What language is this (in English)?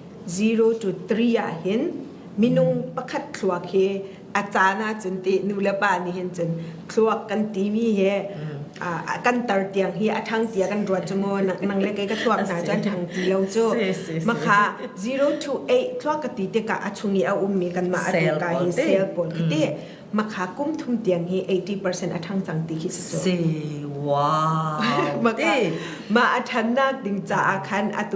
Falam Chin